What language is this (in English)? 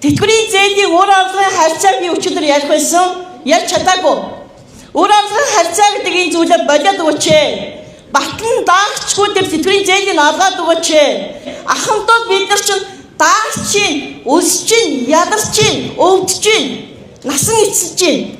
Mongolian